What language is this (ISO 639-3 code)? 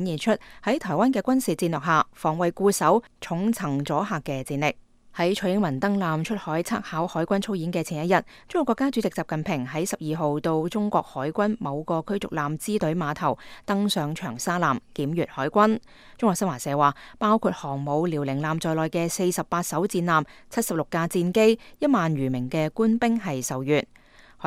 yue